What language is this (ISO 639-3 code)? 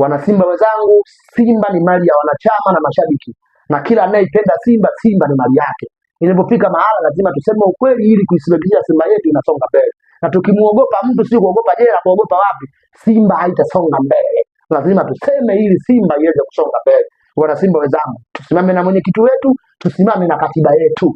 swa